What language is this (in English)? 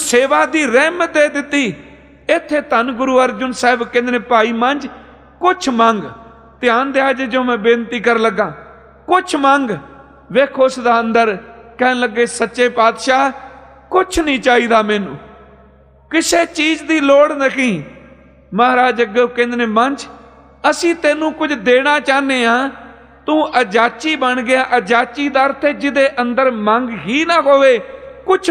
Punjabi